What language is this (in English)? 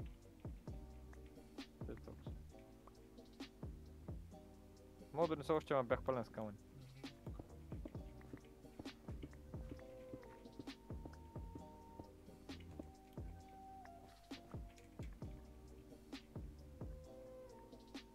Bulgarian